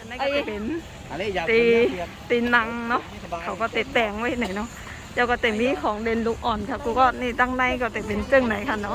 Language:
Shan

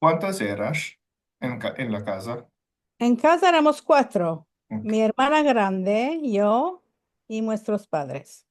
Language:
Ladino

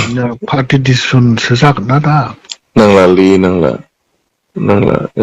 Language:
Bodo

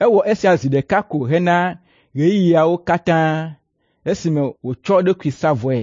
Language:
Ewe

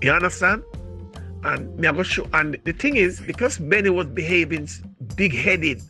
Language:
Jamaican Creole English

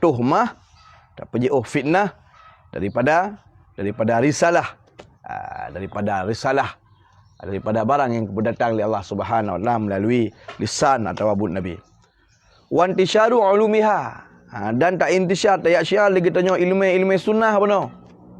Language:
Achinese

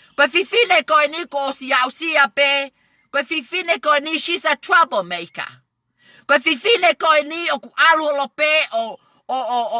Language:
Tongan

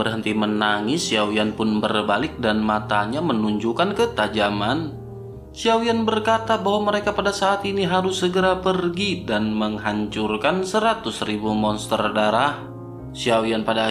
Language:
Indonesian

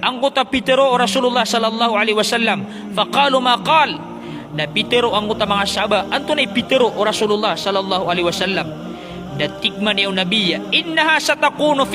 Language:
Maranao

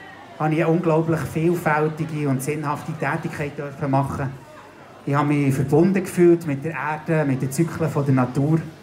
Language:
Swiss German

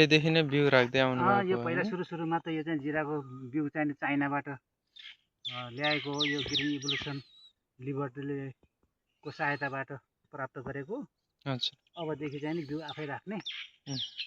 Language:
Nepali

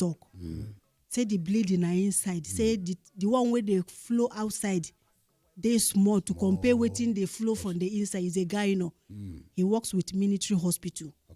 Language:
Nigerian Pidgin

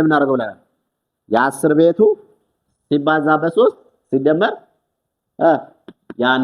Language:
Amharic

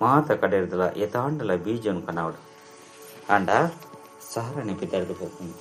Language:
Tulu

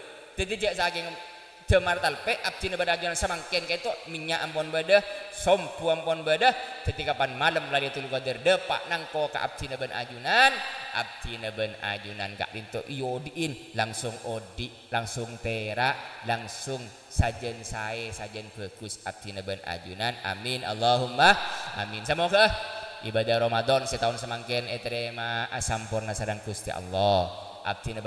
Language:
Madurese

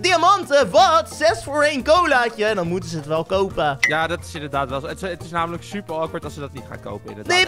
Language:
Dutch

